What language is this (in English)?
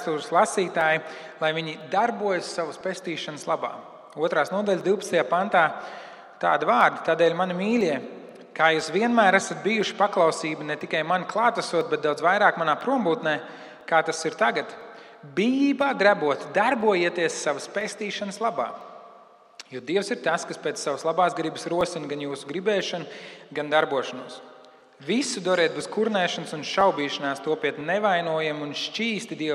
Latvian